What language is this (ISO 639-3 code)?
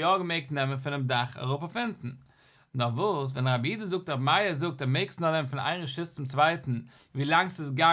yid